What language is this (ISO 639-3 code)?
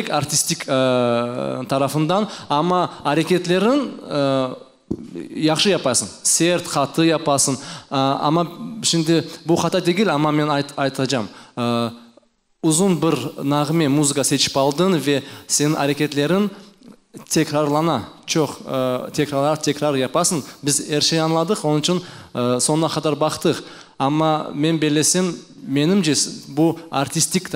crh